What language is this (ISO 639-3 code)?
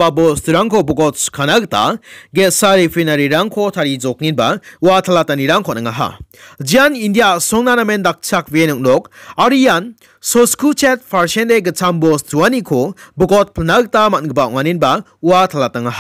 grt